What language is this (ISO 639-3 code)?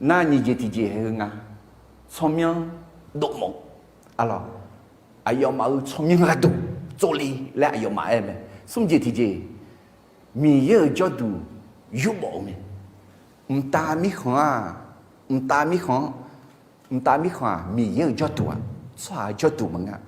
ahk